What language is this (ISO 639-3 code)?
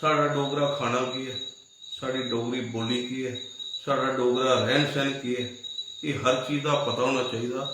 doi